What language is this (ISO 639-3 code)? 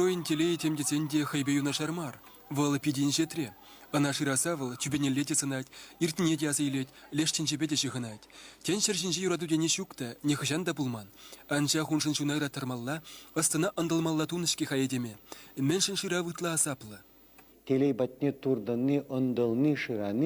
chv